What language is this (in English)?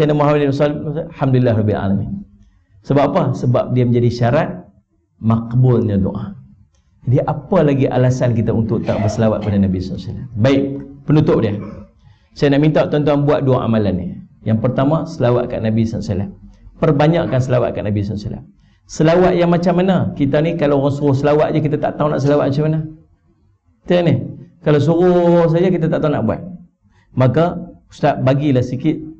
Malay